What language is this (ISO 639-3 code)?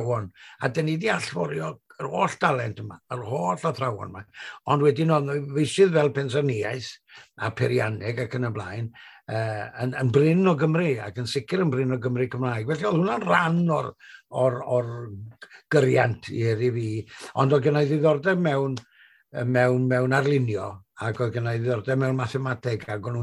cym